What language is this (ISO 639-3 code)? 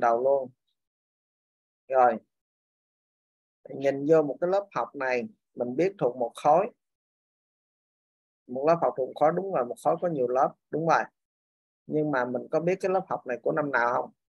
vie